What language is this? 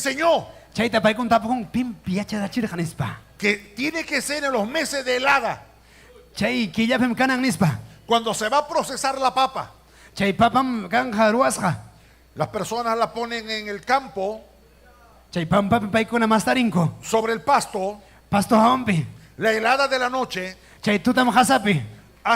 Ayacucho Quechua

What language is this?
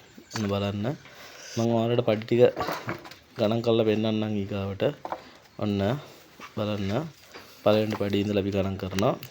Sinhala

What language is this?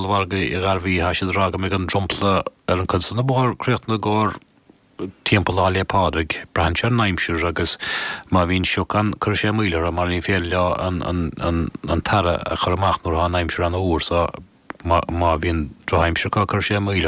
Irish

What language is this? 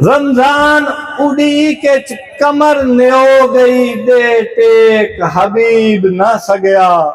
Saraiki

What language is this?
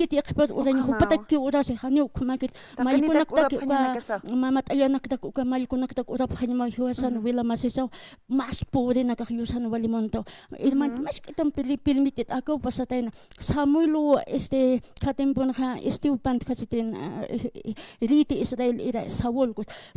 Aymara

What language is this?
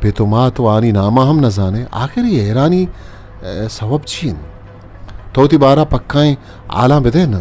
Eastern Balochi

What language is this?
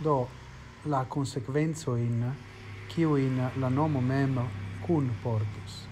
Esperanto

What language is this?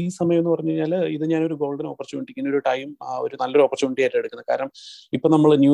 Malayalam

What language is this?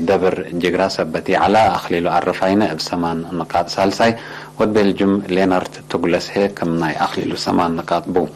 Tigre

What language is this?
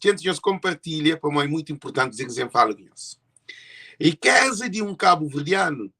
Kabuverdianu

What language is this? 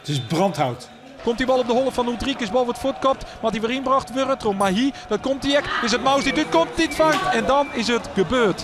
Western Frisian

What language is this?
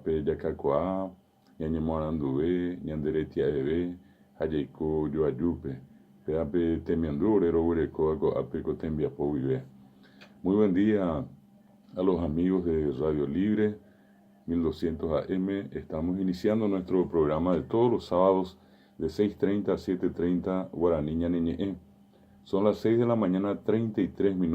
Guarani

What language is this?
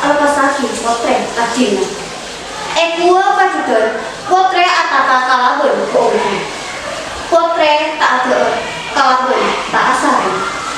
Madurese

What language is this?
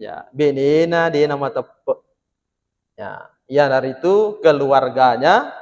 Buginese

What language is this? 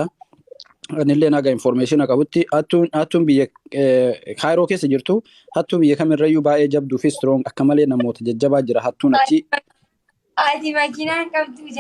Oromo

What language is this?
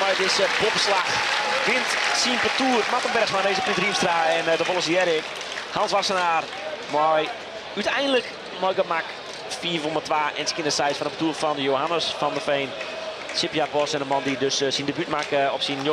Western Frisian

